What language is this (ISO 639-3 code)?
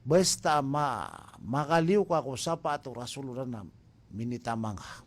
mrw